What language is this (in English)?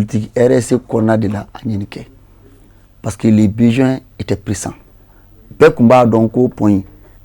Bambara